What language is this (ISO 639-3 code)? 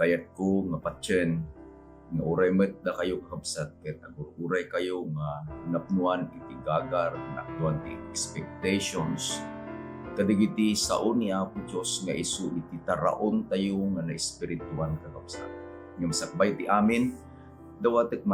ilo